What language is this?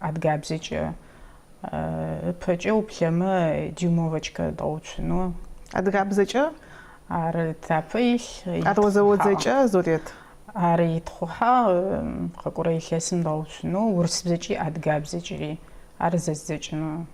Adyghe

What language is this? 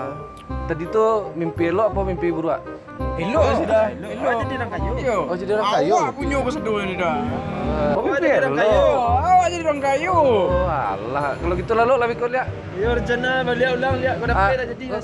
Minangkabau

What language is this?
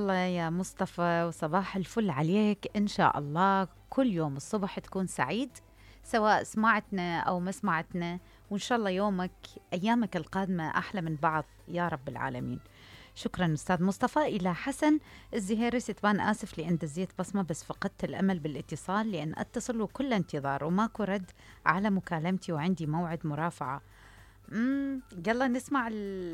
Mesopotamian Arabic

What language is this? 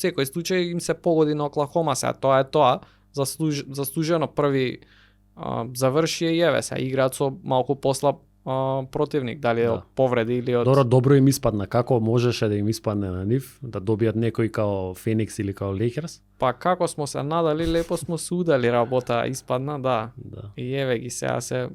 Macedonian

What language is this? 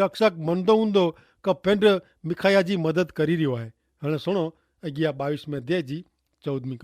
Kachhi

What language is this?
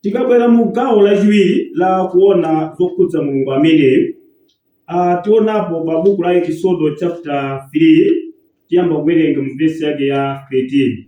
Nyanja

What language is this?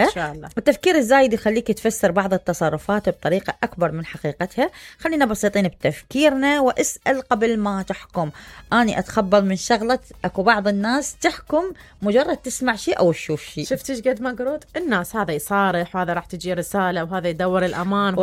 Mesopotamian Arabic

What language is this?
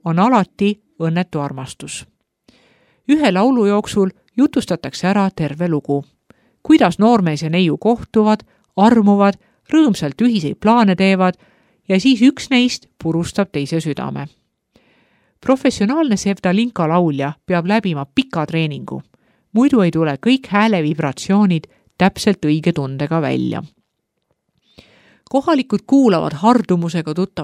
Estonian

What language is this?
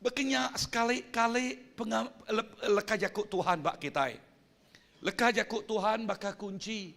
Iban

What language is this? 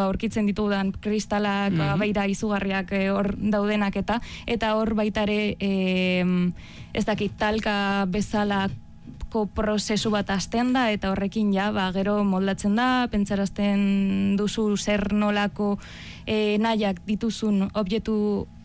Basque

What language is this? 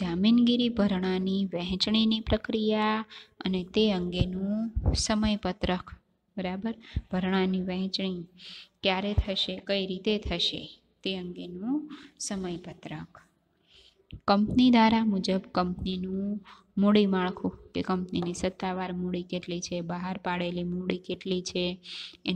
Gujarati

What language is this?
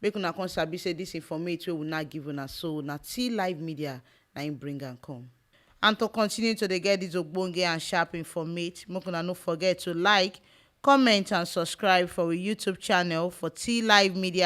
Nigerian Pidgin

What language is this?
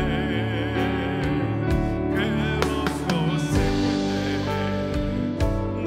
Korean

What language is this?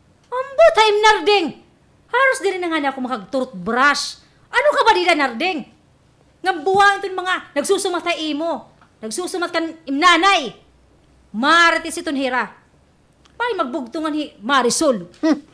Waray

